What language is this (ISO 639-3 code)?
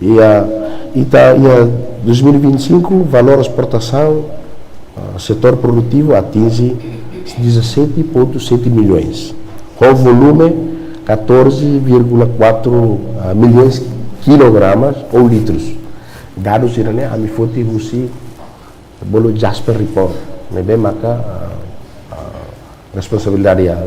tet